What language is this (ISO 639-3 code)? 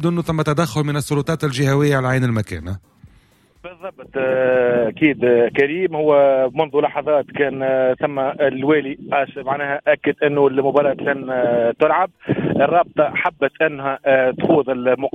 aeb